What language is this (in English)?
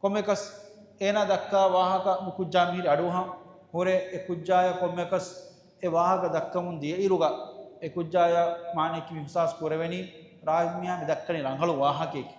Divehi